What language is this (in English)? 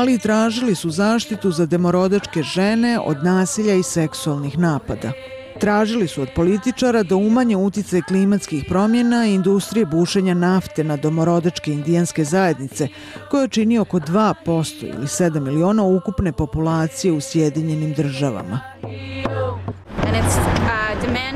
Bosnian